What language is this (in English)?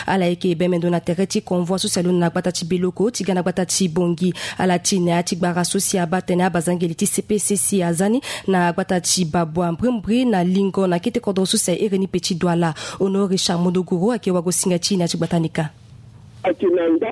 Sango